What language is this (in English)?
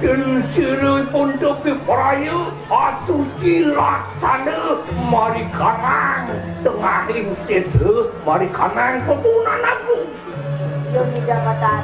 Balinese